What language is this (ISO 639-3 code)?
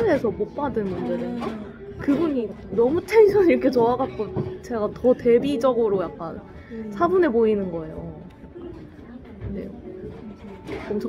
kor